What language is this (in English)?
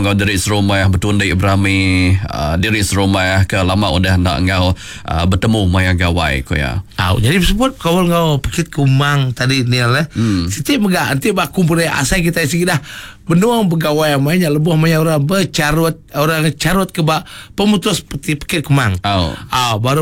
Iban